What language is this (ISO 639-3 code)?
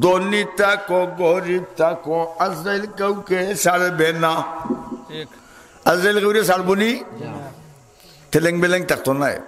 syl